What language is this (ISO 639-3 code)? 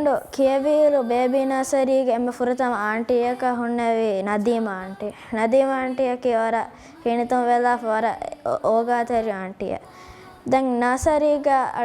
div